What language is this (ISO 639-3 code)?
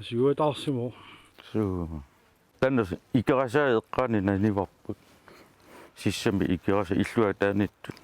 kal